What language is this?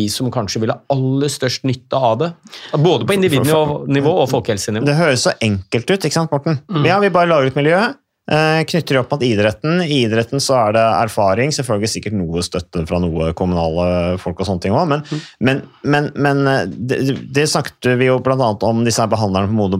Norwegian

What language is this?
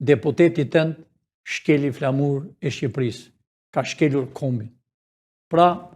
Albanian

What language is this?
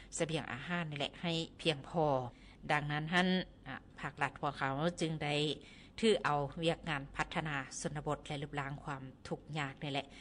Lao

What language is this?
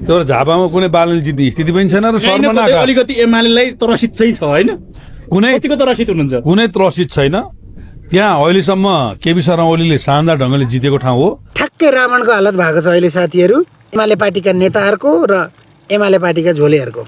Nepali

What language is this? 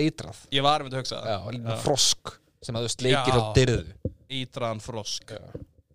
Icelandic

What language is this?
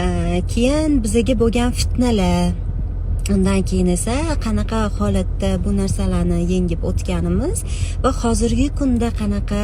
Uzbek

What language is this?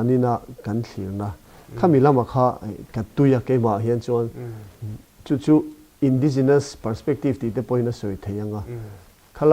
Mizo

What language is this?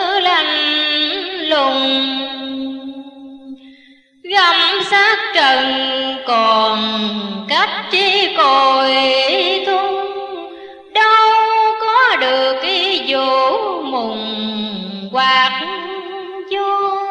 Vietnamese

